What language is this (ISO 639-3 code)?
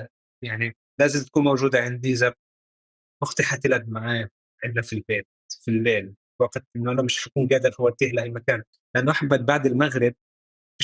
apc